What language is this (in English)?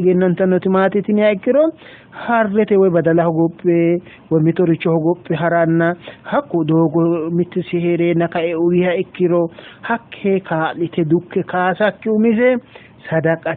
Sidamo